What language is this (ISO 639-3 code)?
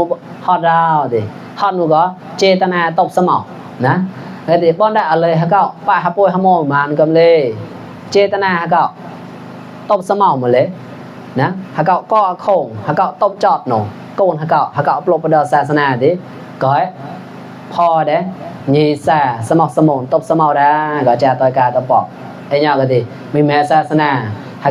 mnw